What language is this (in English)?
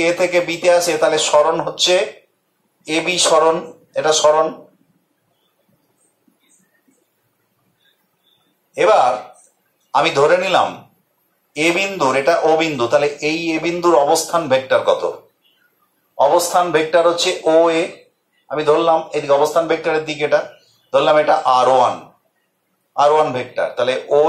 Bangla